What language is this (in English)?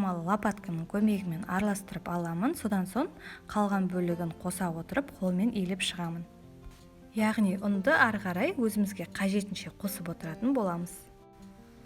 Kazakh